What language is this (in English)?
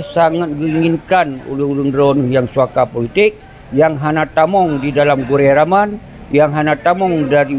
Achinese